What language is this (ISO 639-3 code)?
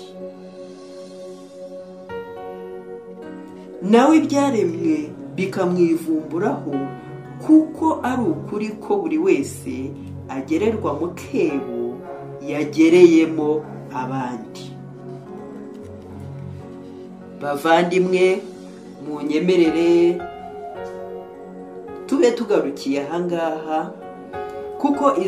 kin